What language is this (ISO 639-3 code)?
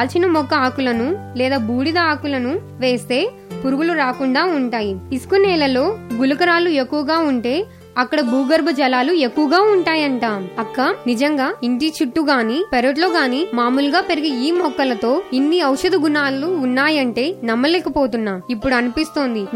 tel